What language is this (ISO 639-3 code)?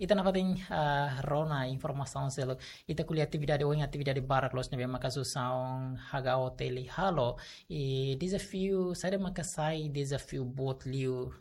tet